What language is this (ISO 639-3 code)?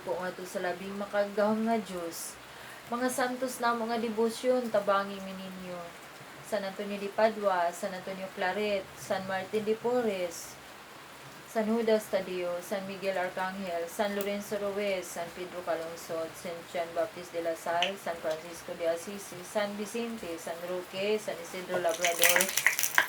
ceb